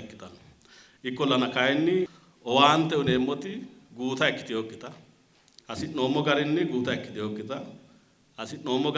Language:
Sidamo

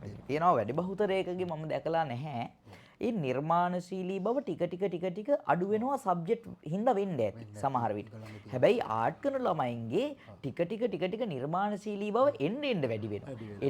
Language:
Sinhala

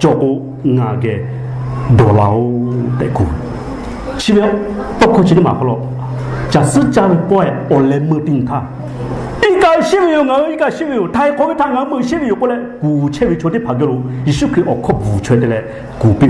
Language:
Lahu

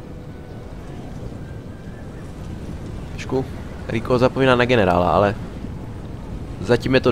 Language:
Czech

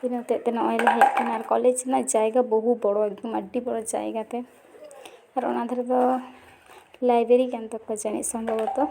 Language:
Santali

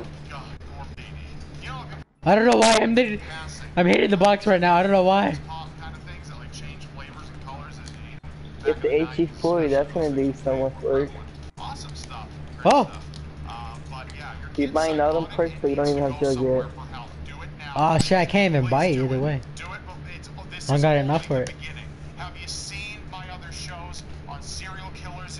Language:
English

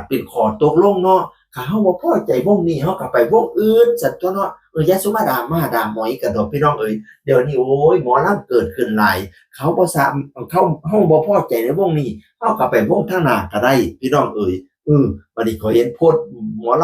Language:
Northeastern Thai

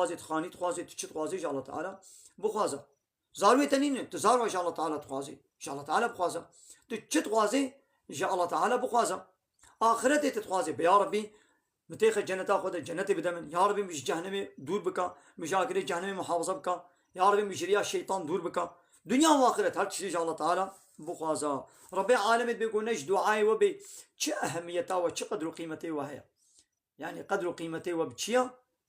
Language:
Kurdish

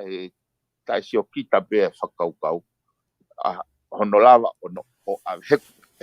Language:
Tongan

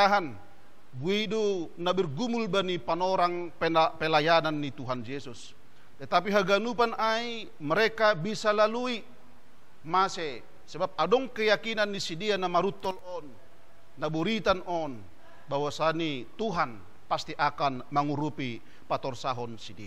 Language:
Batak Simalungun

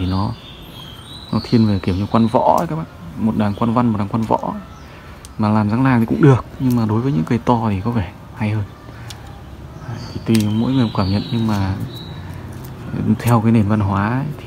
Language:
Vietnamese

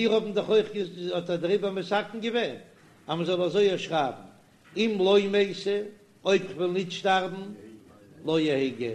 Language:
Yiddish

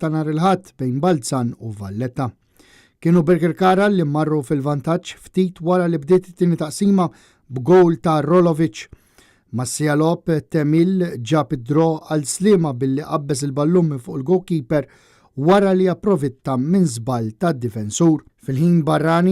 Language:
Maltese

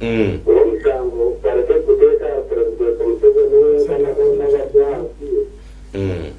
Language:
Nyankole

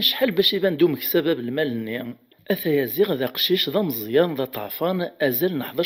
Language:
Kabyle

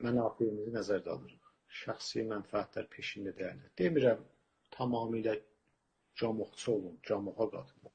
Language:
South Azerbaijani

